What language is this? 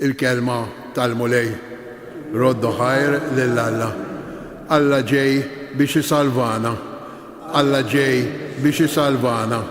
Maltese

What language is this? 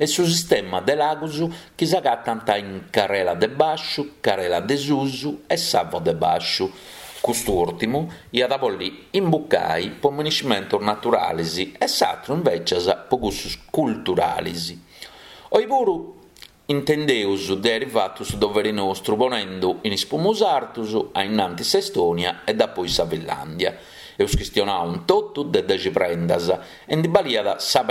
Sardinian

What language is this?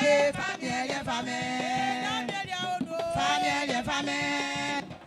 Baoulé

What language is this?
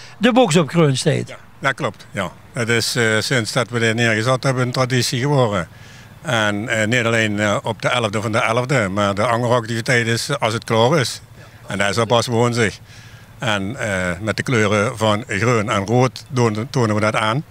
Limburgish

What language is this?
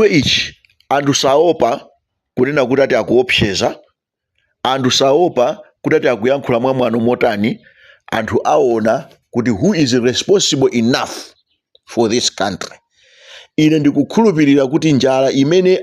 Nyanja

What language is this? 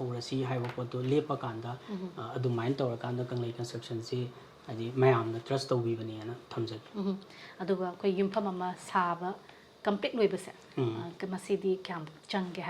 Manipuri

